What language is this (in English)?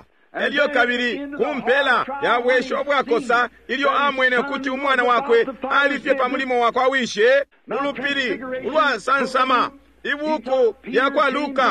Bemba